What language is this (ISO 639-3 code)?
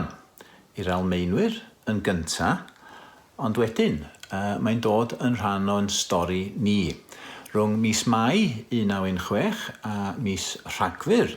cym